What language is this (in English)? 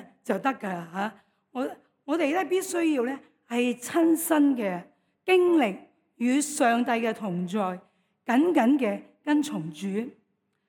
Cantonese